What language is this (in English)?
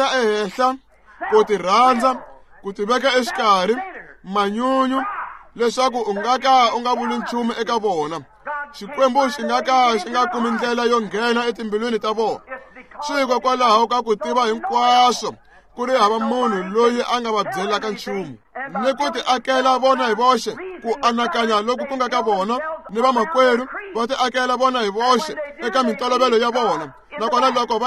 Tsonga